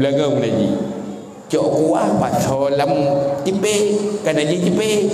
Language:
Achinese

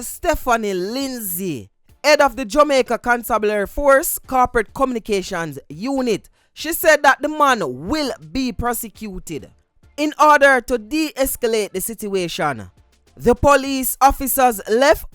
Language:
Jamaican Creole English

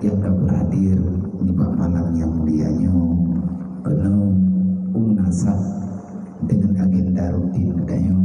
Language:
Achinese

